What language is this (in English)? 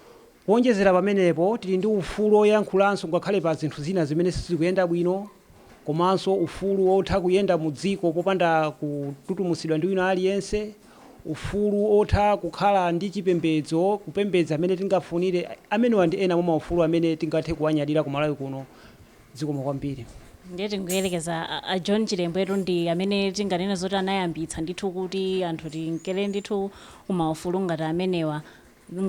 Nyanja